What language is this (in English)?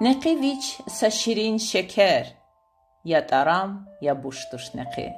Lezghian